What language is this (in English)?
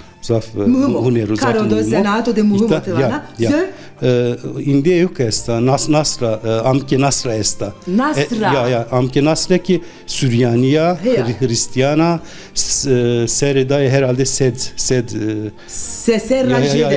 Zaza